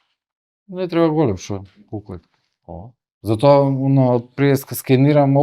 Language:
Macedonian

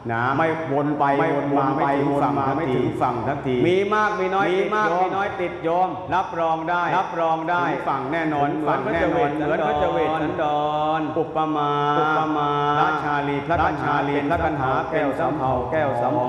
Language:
Thai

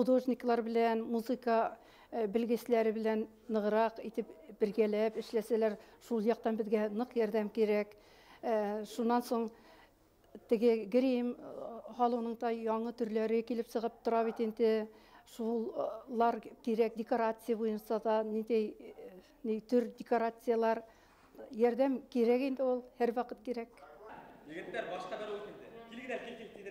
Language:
Bashkir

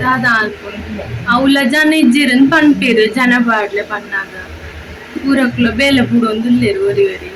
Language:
Tulu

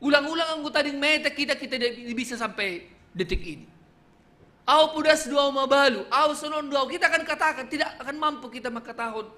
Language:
Batak Simalungun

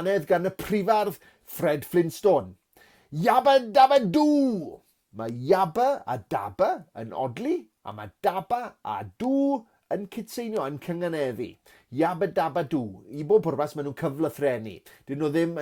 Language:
Welsh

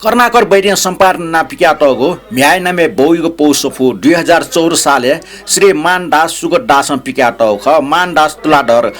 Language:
Newari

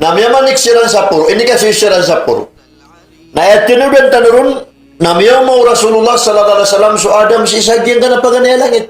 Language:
Maranao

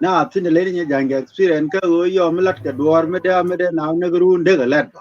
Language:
Nuer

